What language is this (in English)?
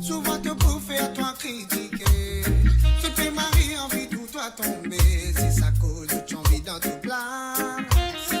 Morisyen